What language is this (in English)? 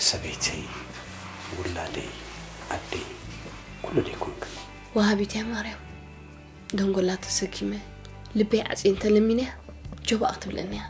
Tigrinya